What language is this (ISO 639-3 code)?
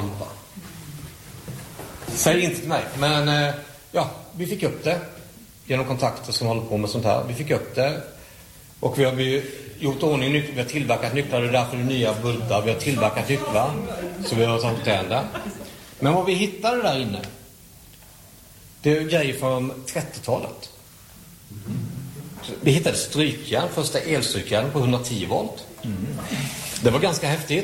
swe